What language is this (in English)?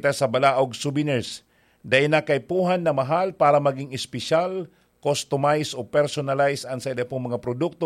Bikol